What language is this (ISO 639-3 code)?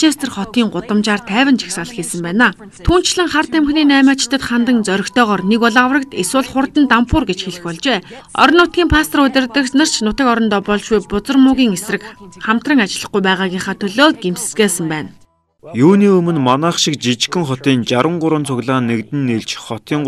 mon